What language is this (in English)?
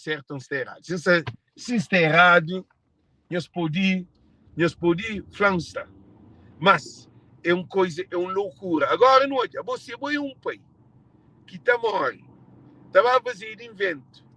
Kabuverdianu